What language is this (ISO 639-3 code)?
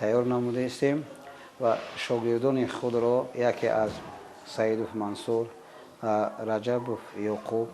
tgk